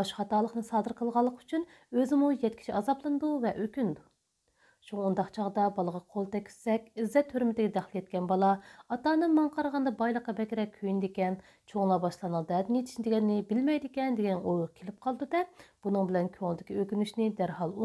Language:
Uyghur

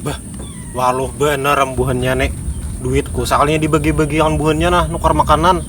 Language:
Banjar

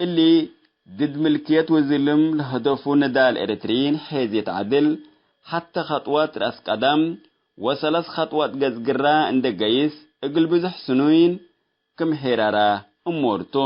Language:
Tigre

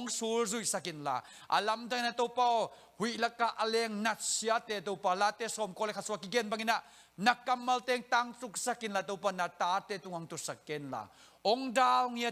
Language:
Tedim Chin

